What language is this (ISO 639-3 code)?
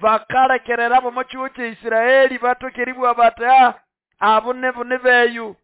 nnb